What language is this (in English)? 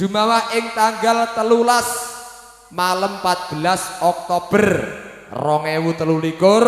Javanese